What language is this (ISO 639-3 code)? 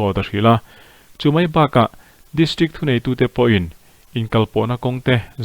lus